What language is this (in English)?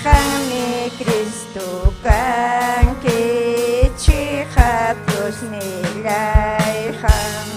Ayacucho Quechua